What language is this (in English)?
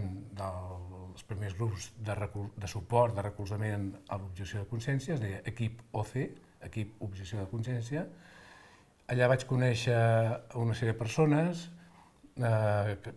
Catalan